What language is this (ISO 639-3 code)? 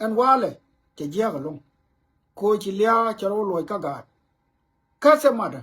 nus